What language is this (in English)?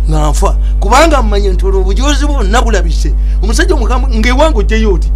Ganda